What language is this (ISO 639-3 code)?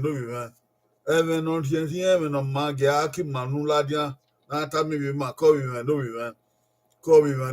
bin